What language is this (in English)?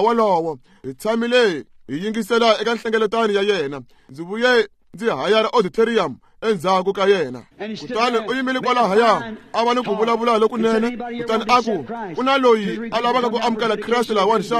Tsonga